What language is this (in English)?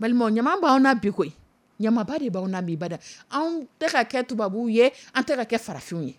Dyula